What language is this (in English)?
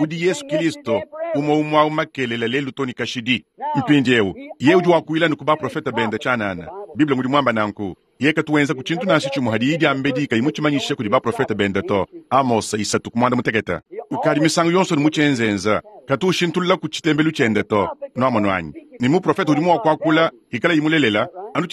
Luba-Lulua